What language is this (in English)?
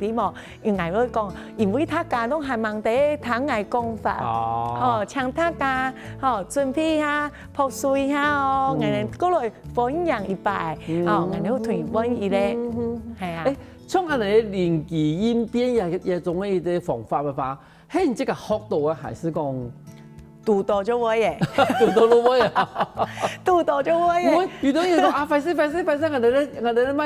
Hakka Chinese